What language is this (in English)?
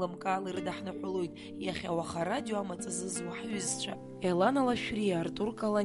Abkhazian